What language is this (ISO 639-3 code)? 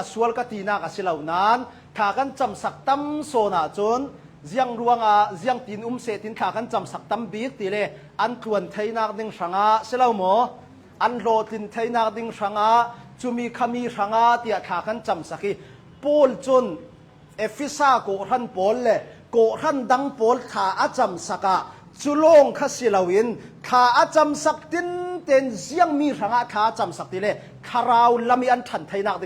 cnh